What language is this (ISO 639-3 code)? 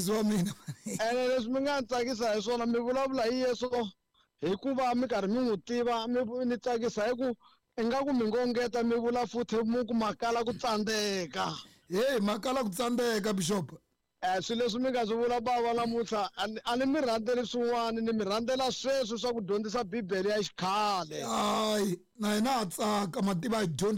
tso